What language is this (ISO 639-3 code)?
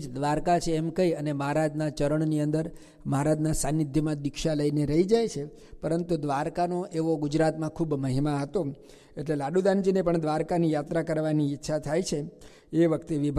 guj